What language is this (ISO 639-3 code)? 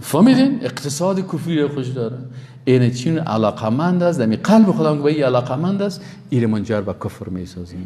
fas